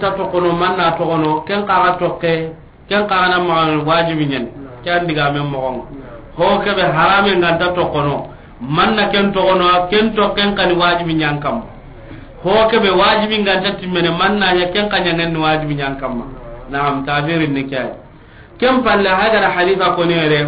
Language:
Soninke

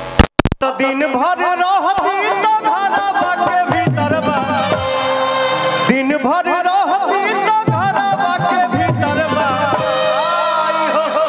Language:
Bhojpuri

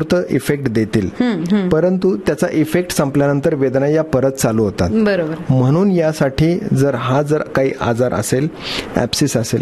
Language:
Marathi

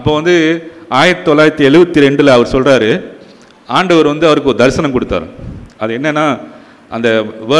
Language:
Tamil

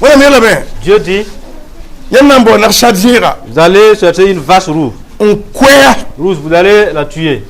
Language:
Mossi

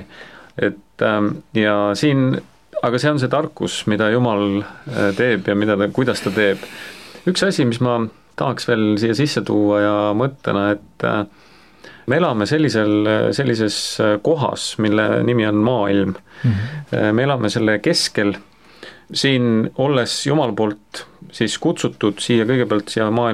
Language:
Estonian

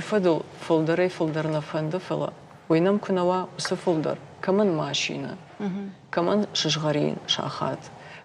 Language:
Ossetic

